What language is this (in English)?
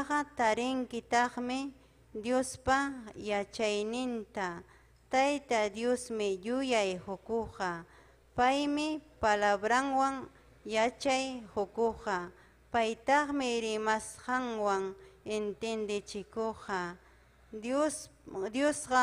Ayacucho Quechua